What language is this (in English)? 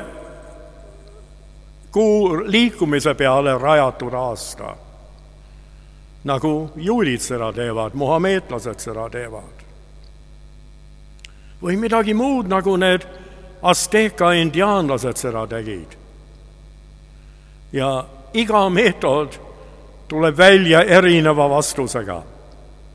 Estonian